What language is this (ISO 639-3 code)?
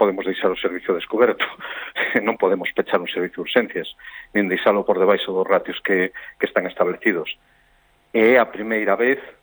glg